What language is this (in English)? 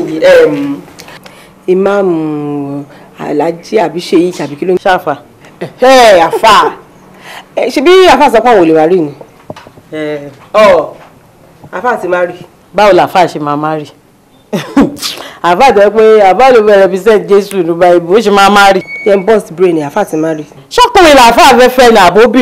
Yoruba